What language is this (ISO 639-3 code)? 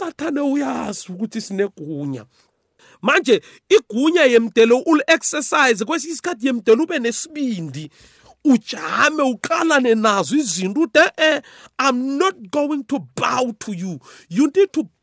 nbl